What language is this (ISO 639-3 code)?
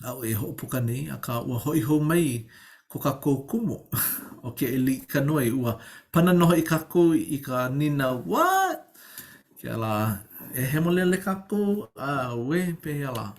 haw